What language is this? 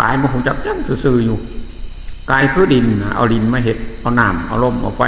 Northeastern Thai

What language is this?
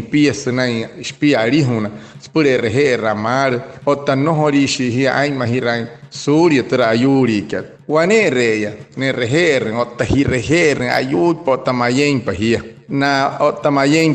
Wayuu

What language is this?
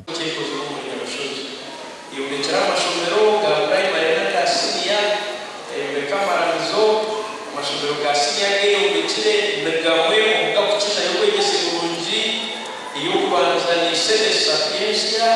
Nyankole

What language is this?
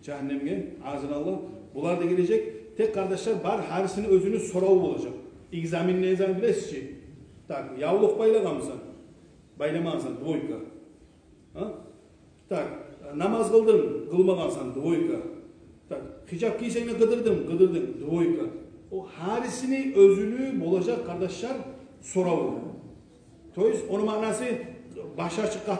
Kumyk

